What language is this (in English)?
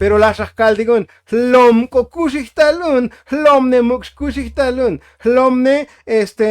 Tzotzil